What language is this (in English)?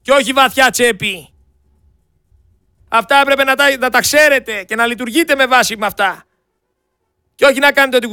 Greek